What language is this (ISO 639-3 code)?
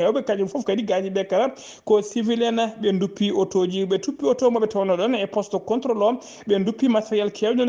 ful